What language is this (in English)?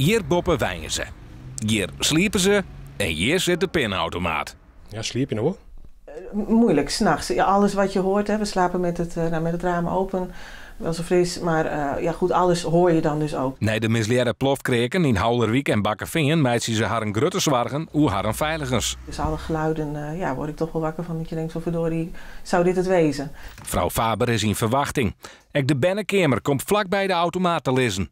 Western Frisian